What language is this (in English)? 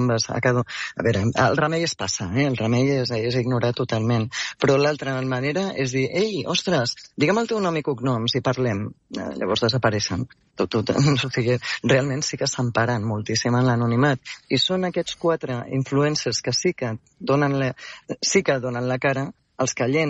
Catalan